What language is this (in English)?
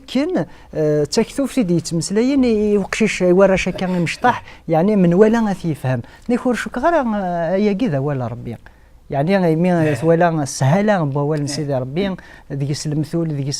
Kabyle